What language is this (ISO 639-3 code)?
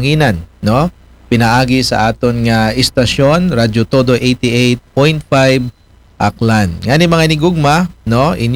akl